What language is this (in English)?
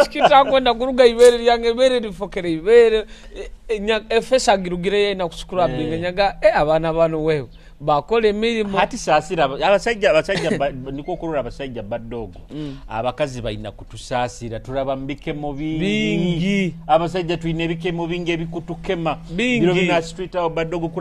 Nyoro